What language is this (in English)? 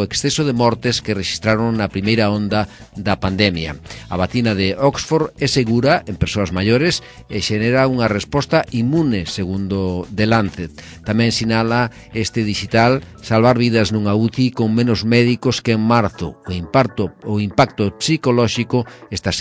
Galician